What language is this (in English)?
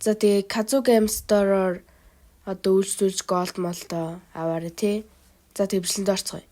Mongolian